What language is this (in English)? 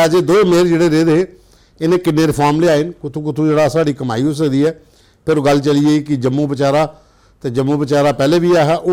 Dogri